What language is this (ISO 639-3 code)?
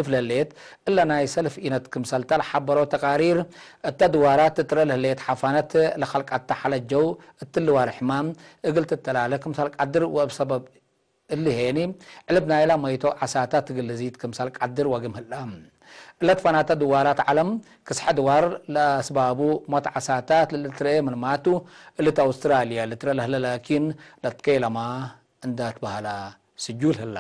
tig